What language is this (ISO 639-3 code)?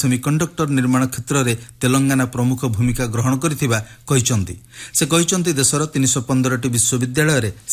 ori